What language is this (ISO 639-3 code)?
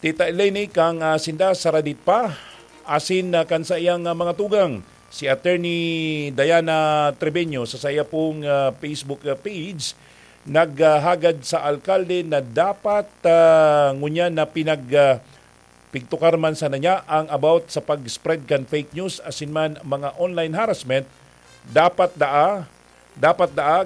bik